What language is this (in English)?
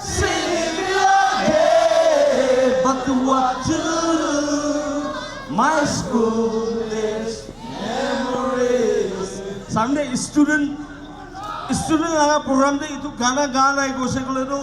Naga Pidgin